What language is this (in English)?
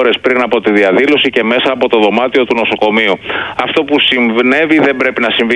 Greek